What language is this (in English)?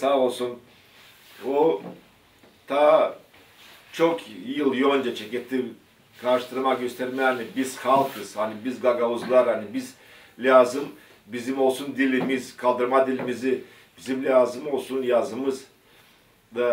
Gagauz